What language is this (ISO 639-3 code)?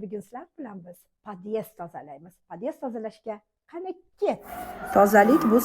uzb